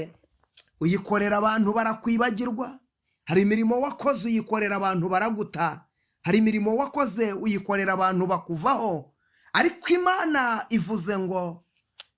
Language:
Kinyarwanda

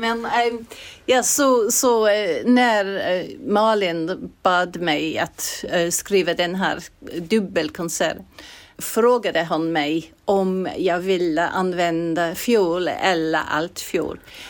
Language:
Swedish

